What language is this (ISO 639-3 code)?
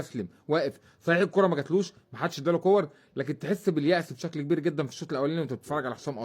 arz